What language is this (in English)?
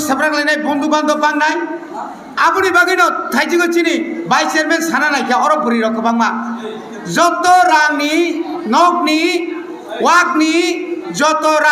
Kok Borok